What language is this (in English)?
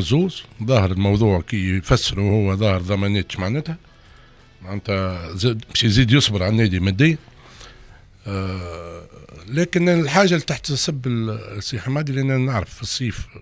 Tunisian Arabic